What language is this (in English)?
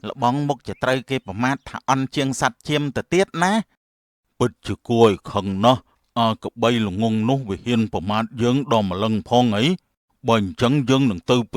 Khmer